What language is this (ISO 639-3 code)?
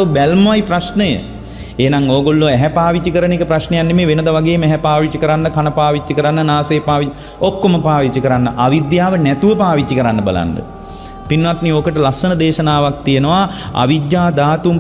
sin